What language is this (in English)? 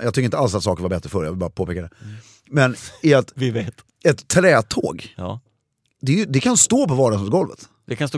Swedish